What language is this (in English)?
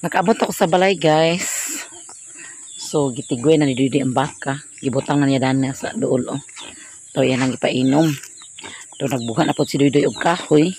Cebuano